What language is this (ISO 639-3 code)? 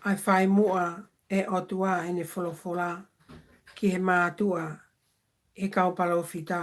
ton